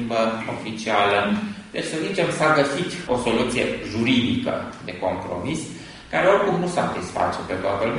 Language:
Romanian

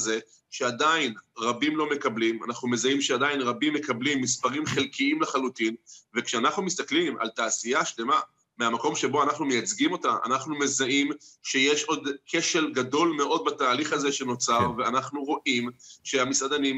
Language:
Hebrew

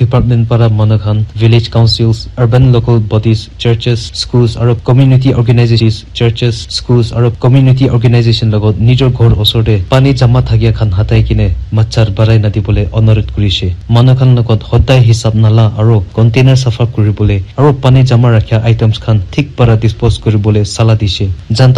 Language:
Naga Pidgin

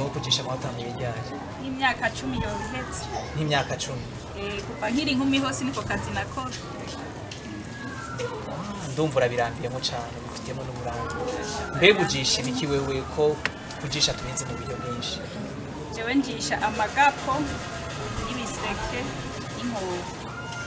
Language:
Rundi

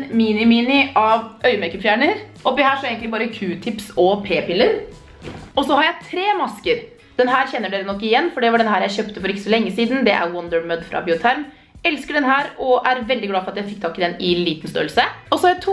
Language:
Norwegian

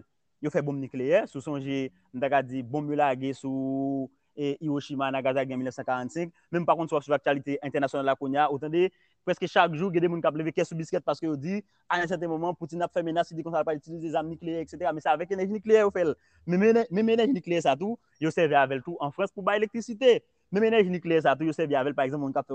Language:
Haitian Creole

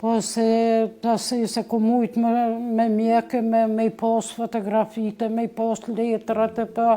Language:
Albanian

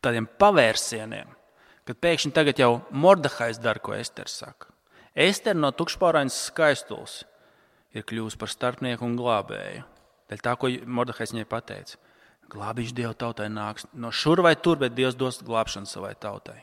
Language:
Latvian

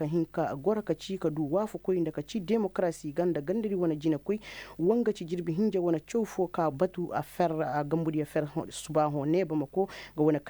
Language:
Koyraboro Senni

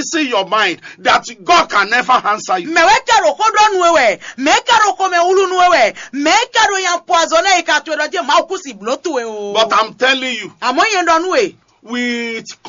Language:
Fon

